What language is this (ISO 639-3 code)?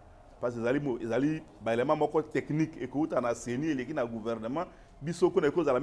lin